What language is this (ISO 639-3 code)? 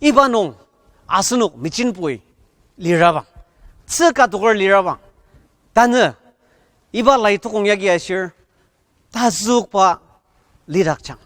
njo